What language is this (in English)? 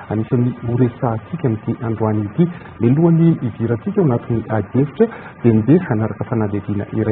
Malagasy